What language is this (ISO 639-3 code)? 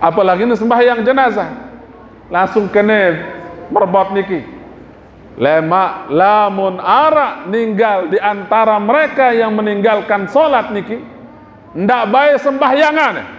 sas